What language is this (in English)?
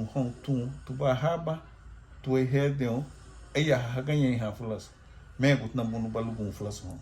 Garifuna